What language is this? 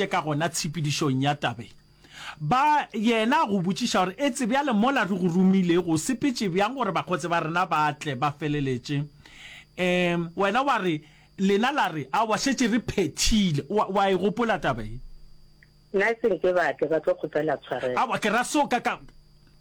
Northern Sotho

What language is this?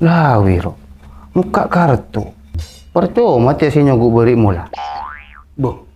Madurese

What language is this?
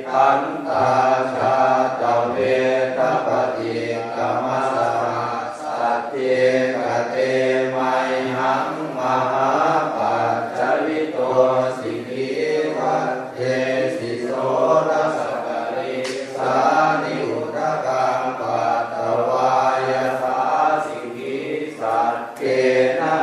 Pali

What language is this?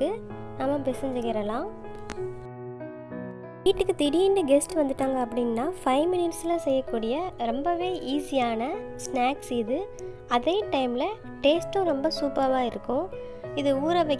Tamil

